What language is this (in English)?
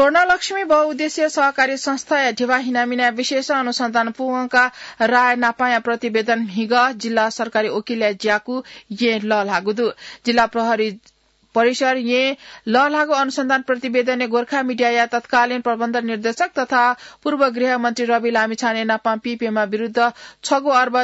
Newari